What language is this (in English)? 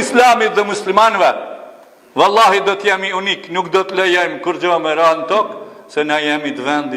Albanian